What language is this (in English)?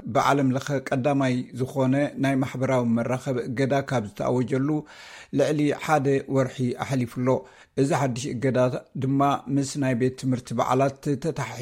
Tigrinya